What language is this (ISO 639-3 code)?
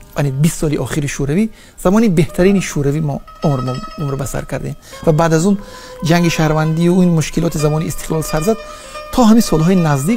tgk